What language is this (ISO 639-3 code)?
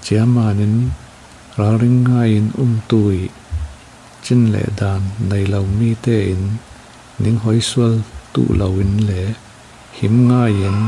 cfm